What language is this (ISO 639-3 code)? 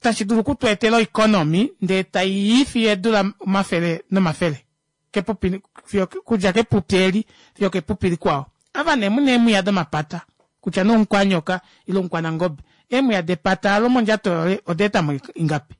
kua